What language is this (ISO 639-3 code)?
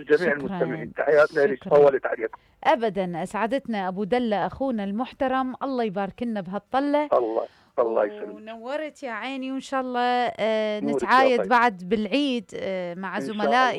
acm